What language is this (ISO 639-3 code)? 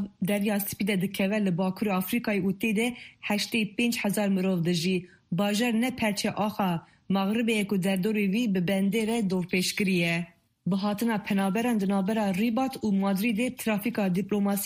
kur